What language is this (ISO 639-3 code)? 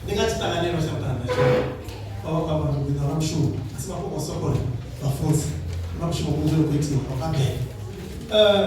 ven